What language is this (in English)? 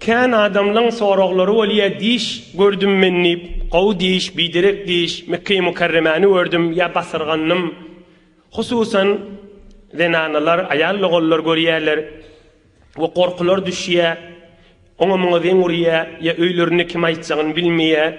Turkmen